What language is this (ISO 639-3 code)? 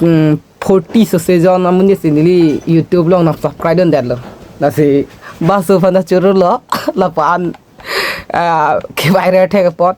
mjw